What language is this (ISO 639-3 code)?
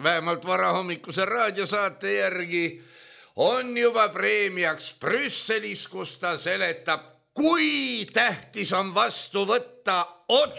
est